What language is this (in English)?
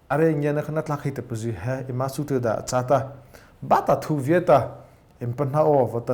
Mara Chin